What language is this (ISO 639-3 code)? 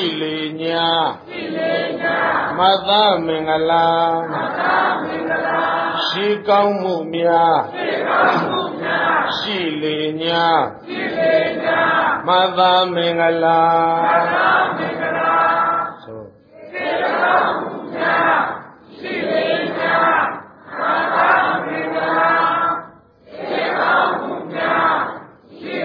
mya